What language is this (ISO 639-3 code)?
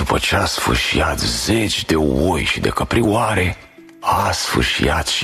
ron